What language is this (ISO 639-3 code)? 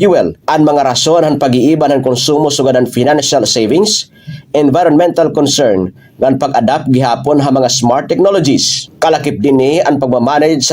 war